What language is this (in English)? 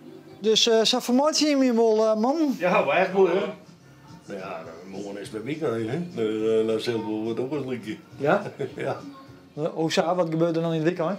Western Frisian